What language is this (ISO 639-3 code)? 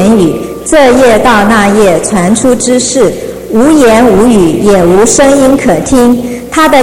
zho